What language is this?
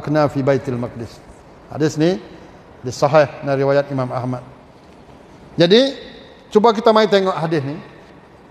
Malay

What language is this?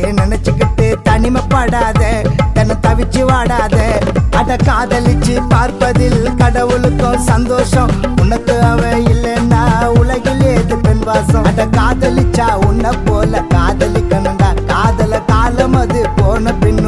Tamil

